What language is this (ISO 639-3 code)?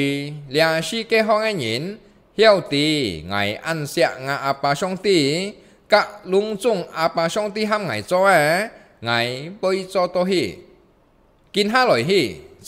hak